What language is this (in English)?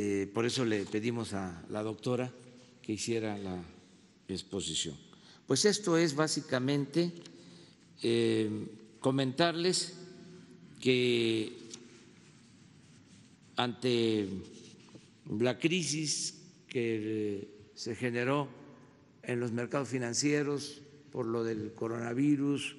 Spanish